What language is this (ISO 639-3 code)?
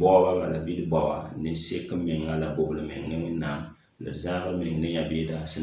mos